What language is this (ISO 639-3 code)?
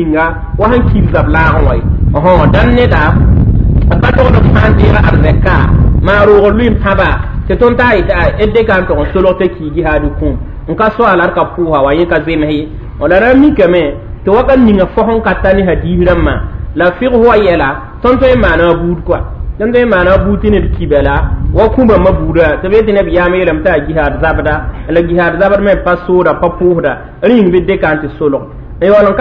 mos